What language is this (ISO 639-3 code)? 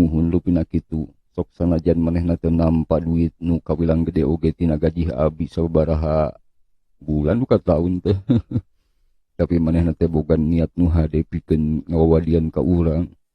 sun